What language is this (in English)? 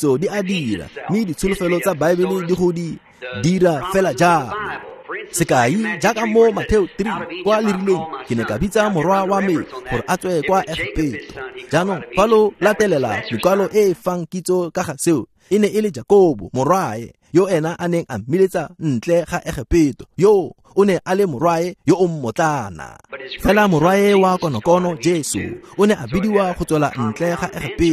Tswana